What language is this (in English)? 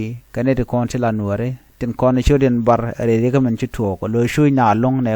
Nuer